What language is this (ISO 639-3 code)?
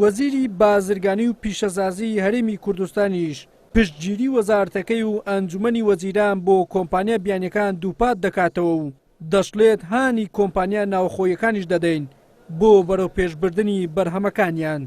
ckb